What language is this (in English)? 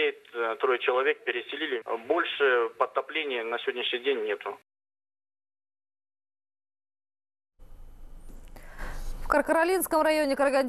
Russian